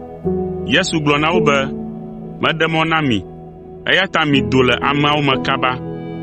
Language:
Ewe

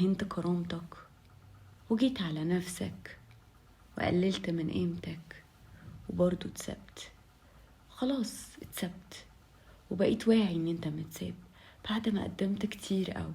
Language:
Egyptian Arabic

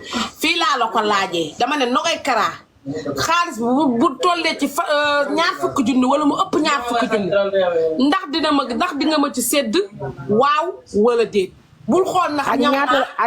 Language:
Wolof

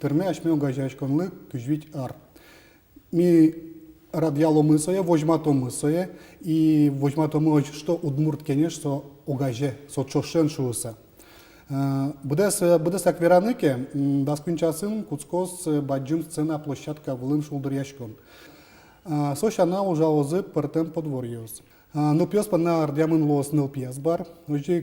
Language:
Udmurt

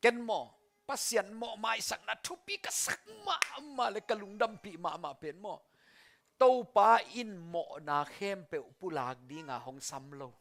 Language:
Tedim Chin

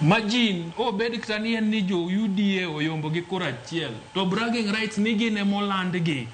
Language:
Luo (Kenya and Tanzania)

